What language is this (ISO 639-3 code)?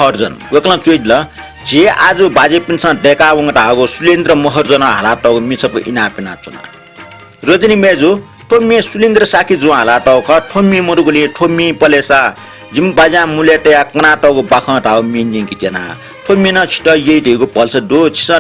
new